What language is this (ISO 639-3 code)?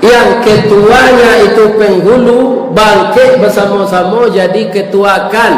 min